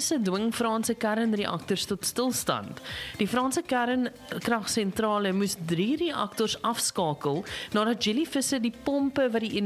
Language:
Afrikaans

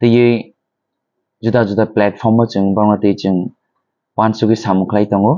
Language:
Kok Borok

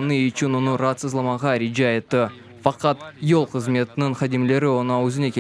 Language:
Crimean Tatar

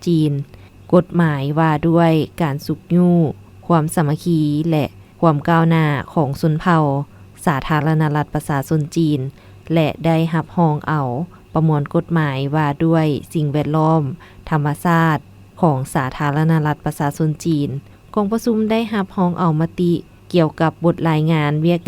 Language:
Lao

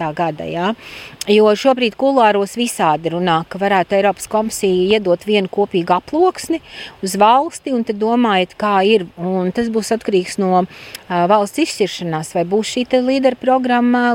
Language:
Latvian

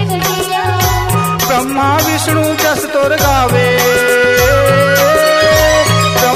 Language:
Chhattisgarhi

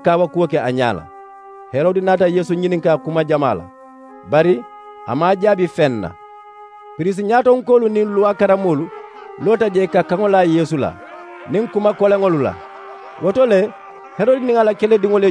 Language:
Mandingo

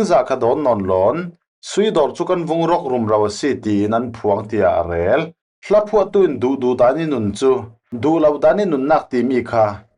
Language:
Falam Chin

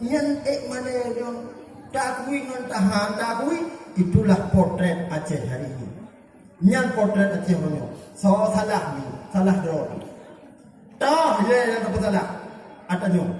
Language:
Achinese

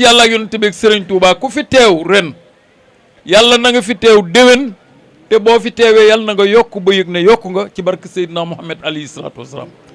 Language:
Wolof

